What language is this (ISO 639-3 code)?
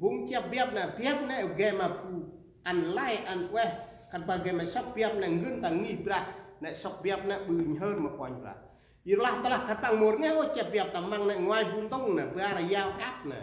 cmo